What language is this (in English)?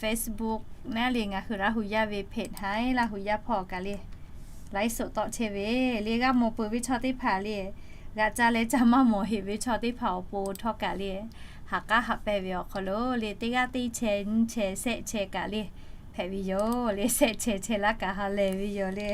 Lahu